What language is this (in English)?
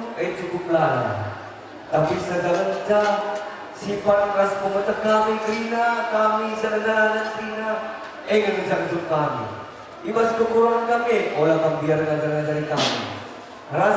Batak Karo